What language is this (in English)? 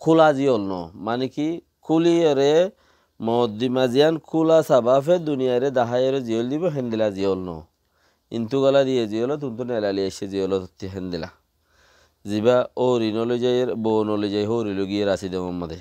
Rohingya